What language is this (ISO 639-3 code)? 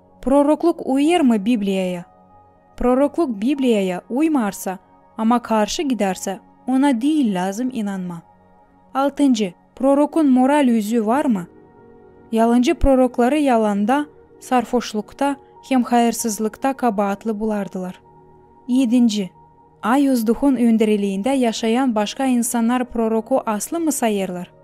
gag